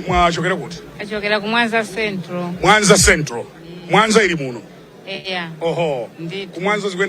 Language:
Nyanja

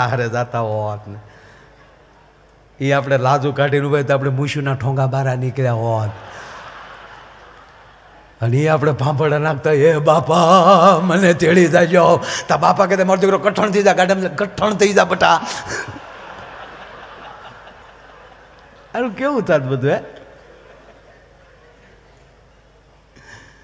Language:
Gujarati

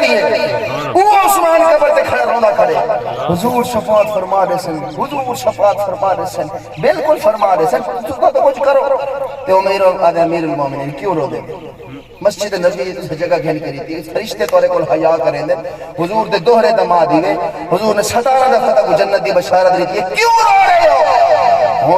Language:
Saraiki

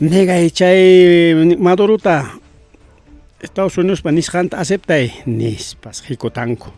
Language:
Ayacucho Quechua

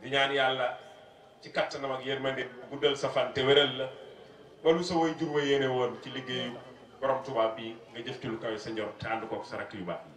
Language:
Wolof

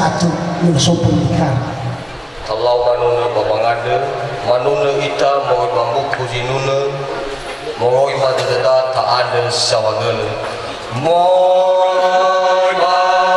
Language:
Nias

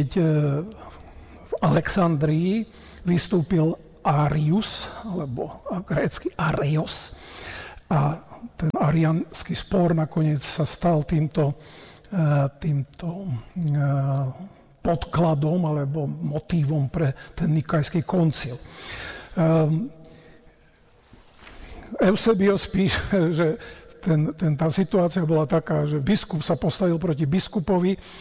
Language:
Slovak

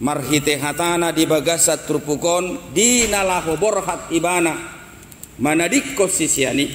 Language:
Batak Toba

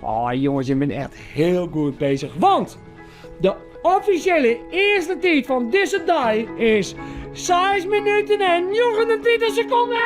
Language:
Western Frisian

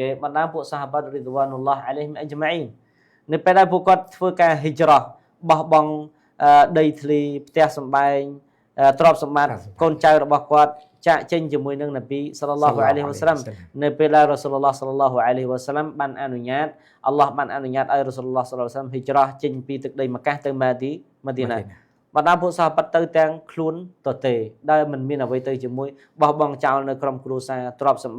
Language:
Khmer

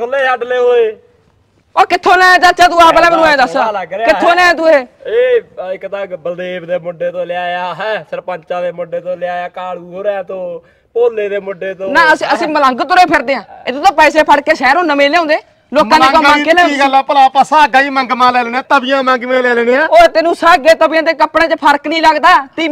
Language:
Punjabi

